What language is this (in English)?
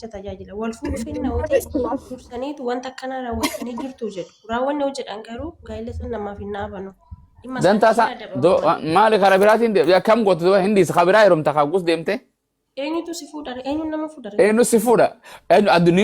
Oromo